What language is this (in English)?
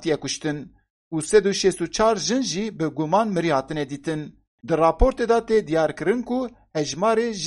Kurdish